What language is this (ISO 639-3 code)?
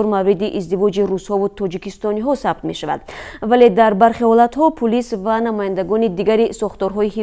tgk